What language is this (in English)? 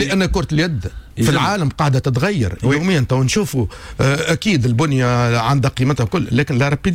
Tunisian Arabic